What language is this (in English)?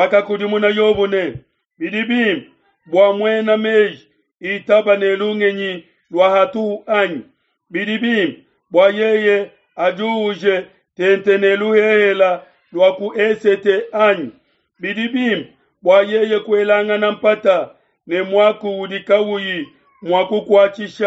Luba-Lulua